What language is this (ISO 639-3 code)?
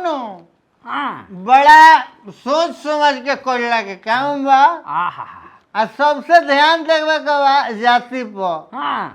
bho